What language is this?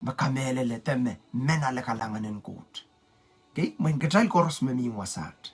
Pohnpeian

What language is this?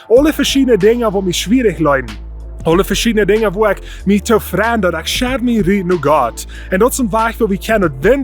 Plautdietsch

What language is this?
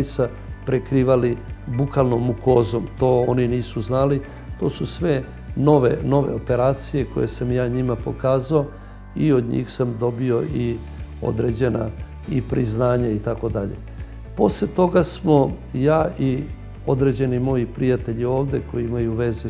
Serbian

